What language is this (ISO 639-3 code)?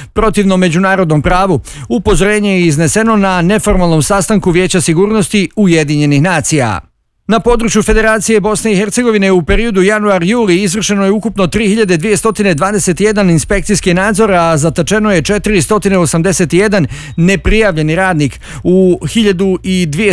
bos